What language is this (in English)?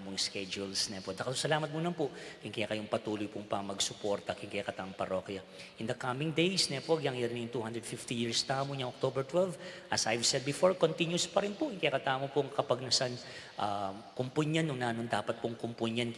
Pampanga